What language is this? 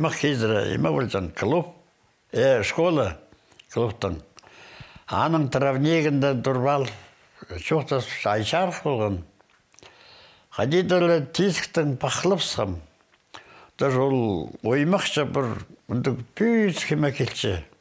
Khakas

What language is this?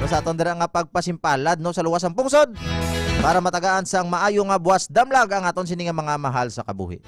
Hiligaynon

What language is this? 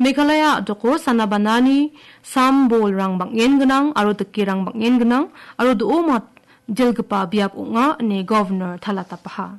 Garo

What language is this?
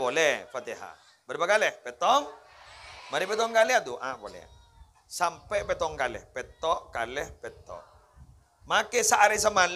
Madurese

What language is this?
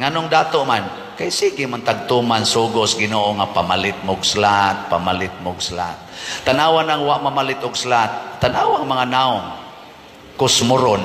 Cebuano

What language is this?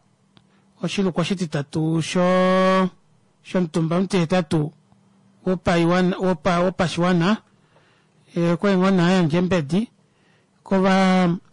Kuanyama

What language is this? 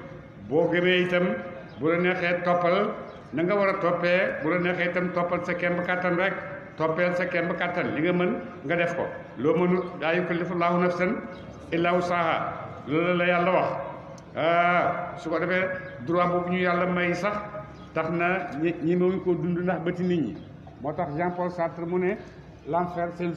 Wolof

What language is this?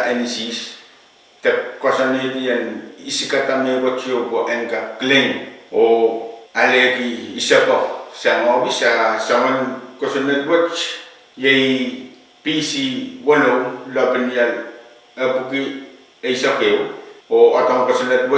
Pohnpeian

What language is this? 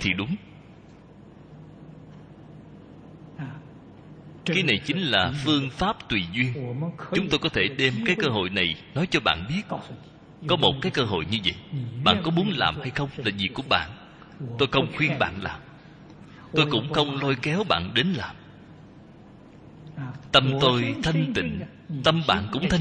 Vietnamese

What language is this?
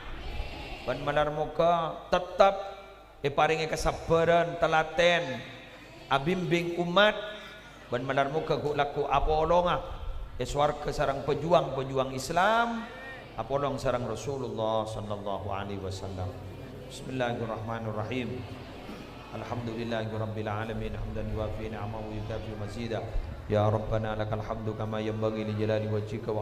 Madurese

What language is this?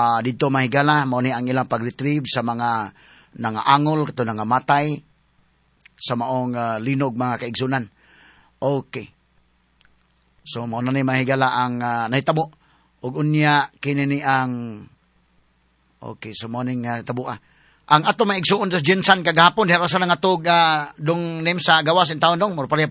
Cebuano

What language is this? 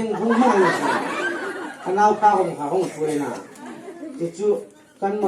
Hmar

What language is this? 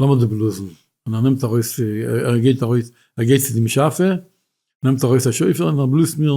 Yiddish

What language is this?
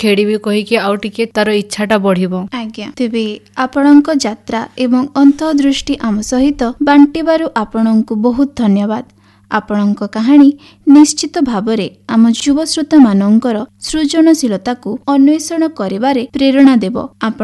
Odia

